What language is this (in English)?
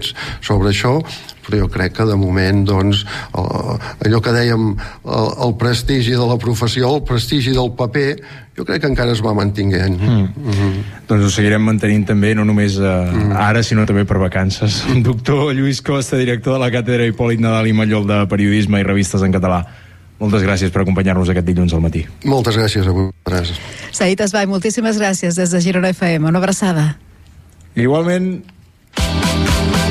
Catalan